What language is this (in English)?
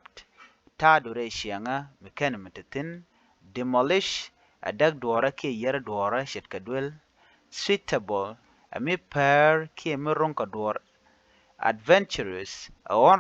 Nuer